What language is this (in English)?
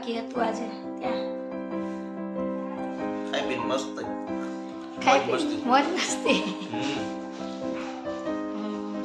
Gujarati